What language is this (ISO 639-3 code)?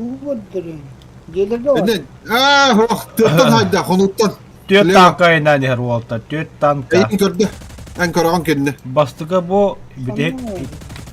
sah